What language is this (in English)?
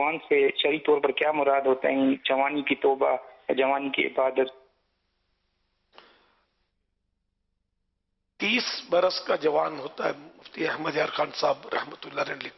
Urdu